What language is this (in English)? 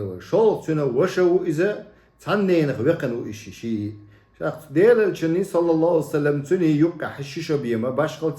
Chechen